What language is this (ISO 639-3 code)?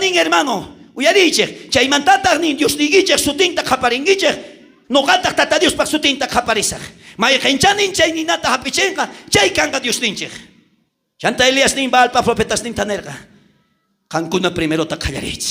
quh